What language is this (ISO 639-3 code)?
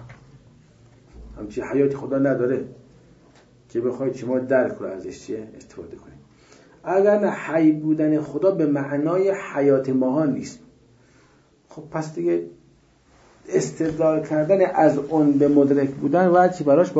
fas